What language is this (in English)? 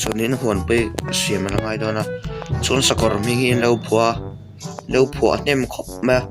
Mizo